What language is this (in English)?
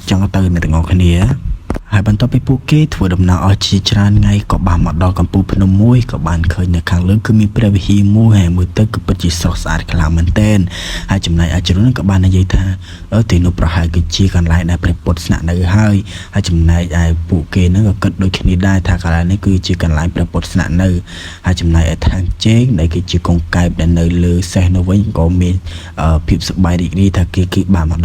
Khmer